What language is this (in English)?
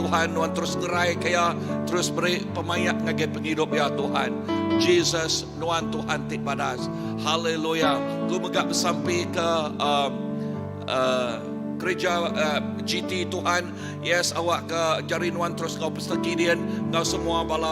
Iban